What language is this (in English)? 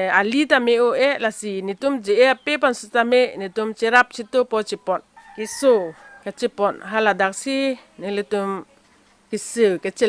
Karbi